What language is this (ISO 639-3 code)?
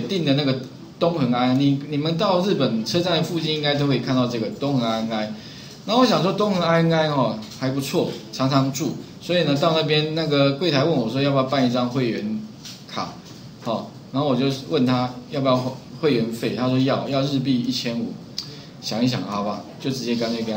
zho